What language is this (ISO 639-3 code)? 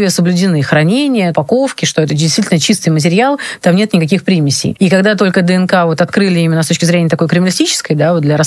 rus